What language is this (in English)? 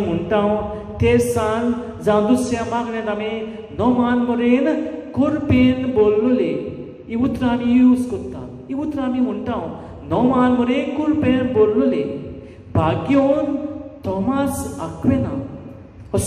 Konkani